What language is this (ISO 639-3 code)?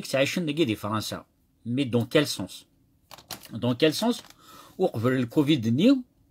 kab